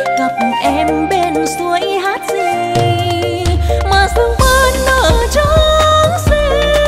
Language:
Vietnamese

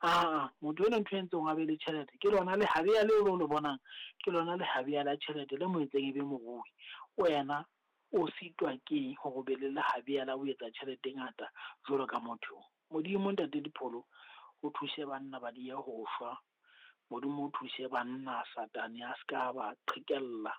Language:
Southern Sotho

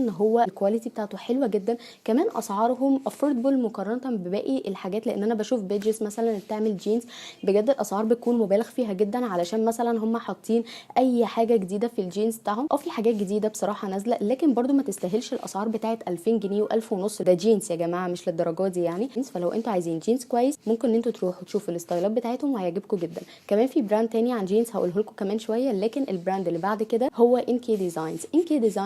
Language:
Egyptian Arabic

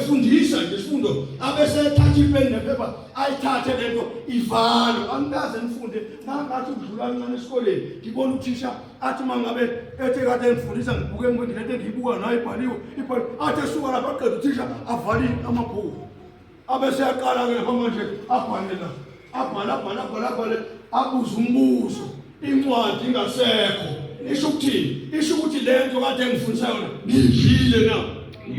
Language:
Zulu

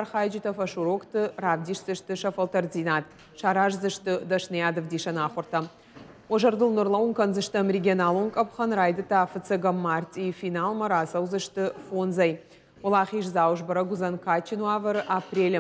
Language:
Ossetic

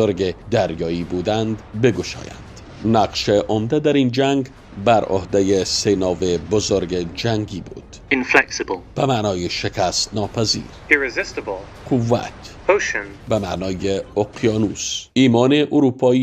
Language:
Tajik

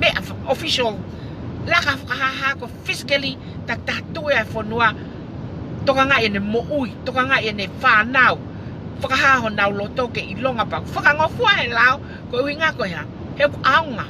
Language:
Tongan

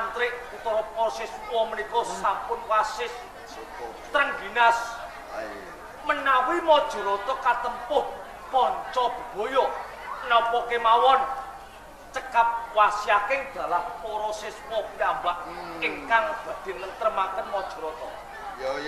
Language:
Javanese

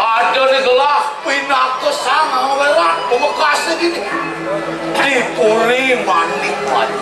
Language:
Balinese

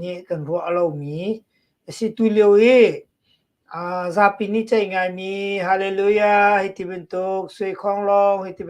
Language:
Hakha Chin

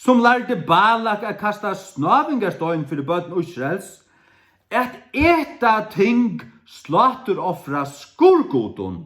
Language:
Faroese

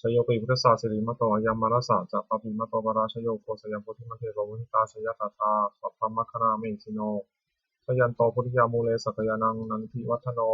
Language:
Pali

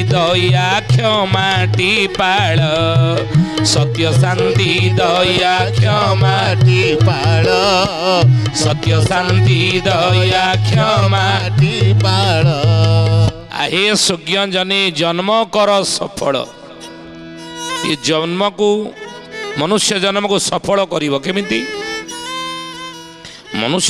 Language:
Odia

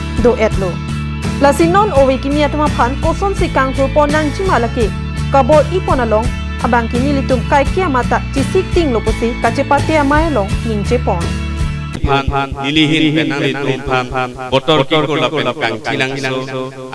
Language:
Karbi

